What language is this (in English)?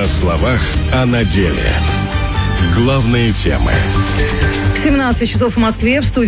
Russian